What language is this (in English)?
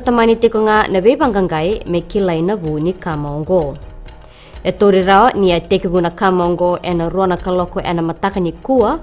Fijian